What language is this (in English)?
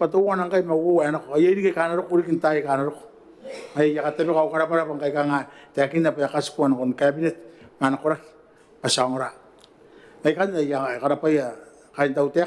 Gilbertese